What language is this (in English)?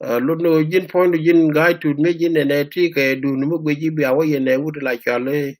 Nuer